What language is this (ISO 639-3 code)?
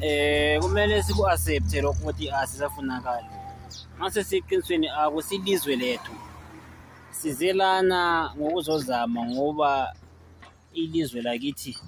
zul